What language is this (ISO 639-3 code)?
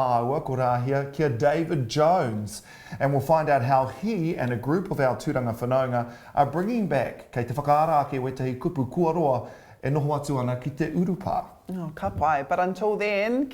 mri